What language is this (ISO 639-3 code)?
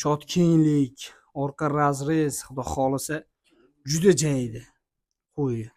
uzb